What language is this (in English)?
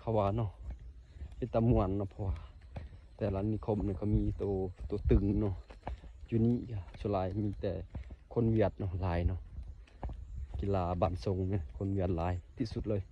Lao